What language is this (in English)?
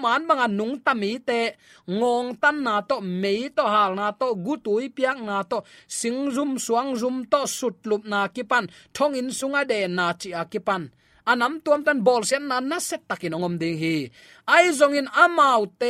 Tedim Chin